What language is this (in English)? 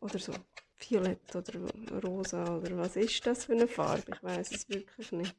Swiss German